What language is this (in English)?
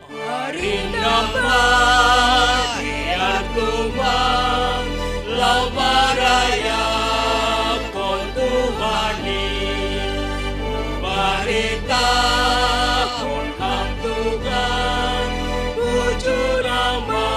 Batak Simalungun